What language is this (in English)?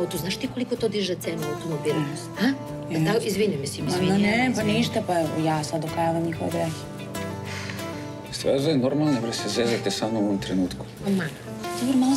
Serbian